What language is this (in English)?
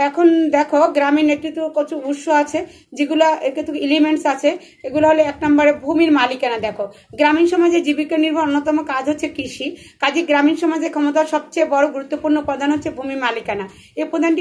Bangla